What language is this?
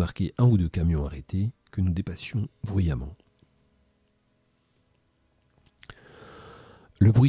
French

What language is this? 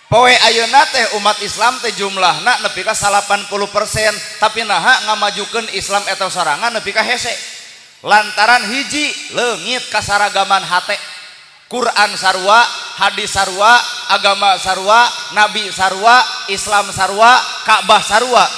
Sundanese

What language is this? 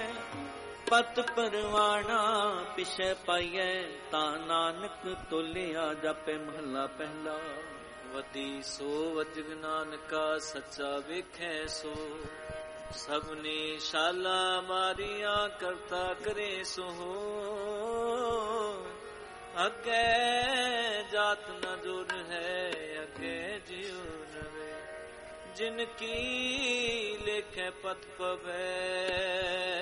Punjabi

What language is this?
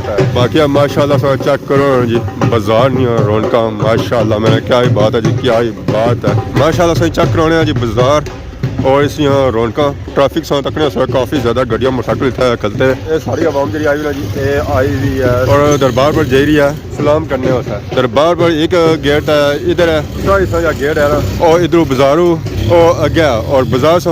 Pahari-Potwari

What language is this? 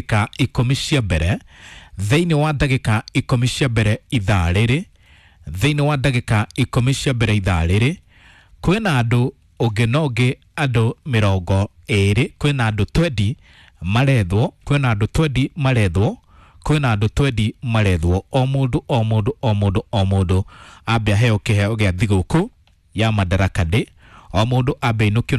Kikuyu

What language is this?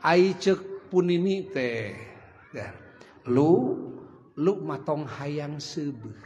Sundanese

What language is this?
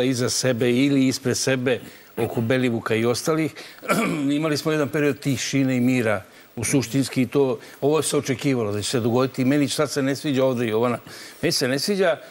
Serbian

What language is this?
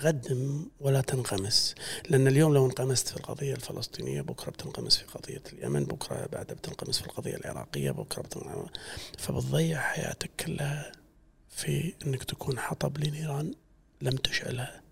Gulf Arabic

